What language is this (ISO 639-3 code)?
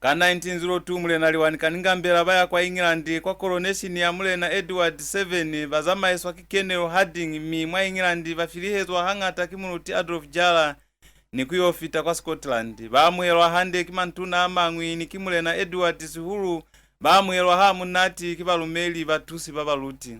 loz